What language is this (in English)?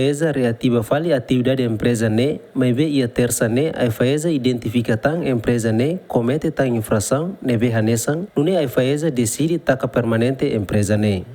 Tetum